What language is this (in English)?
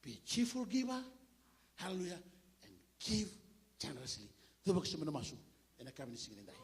Fijian